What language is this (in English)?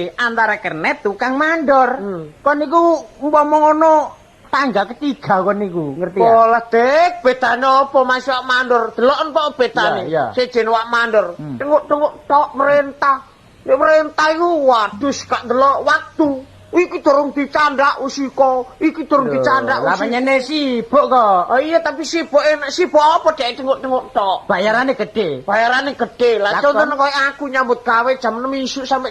Javanese